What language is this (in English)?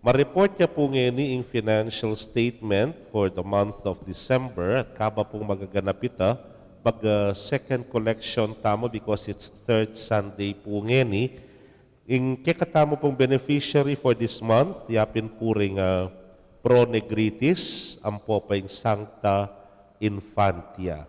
Pampanga